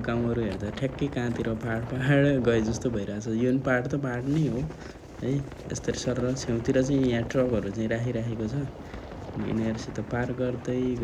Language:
Nepali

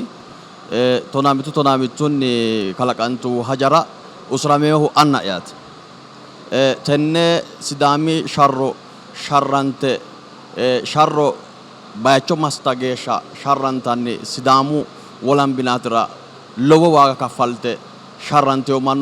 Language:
Sidamo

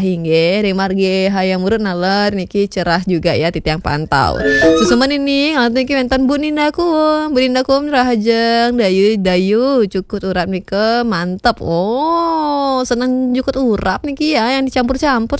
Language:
Balinese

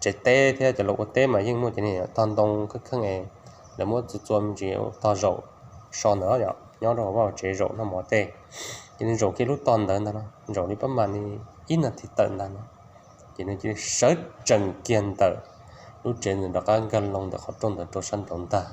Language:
Hmong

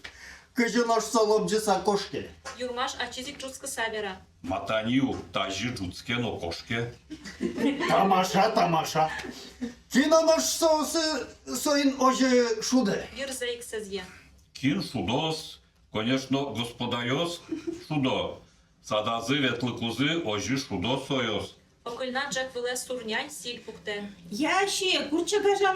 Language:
Udmurt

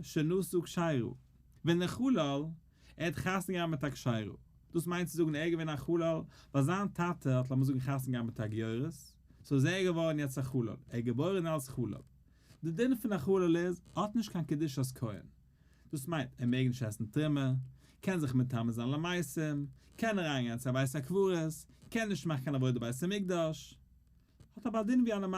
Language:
Yiddish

